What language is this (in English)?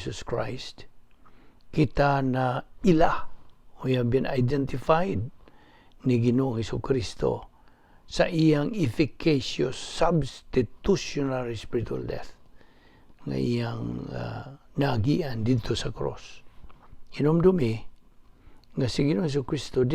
Cebuano